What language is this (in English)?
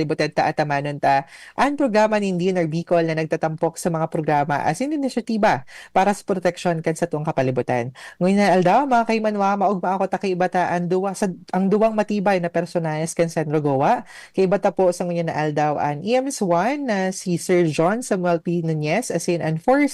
Bikol